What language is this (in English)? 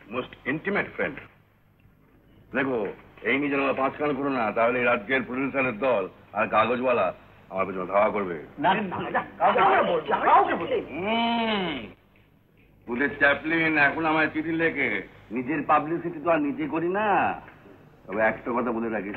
Bangla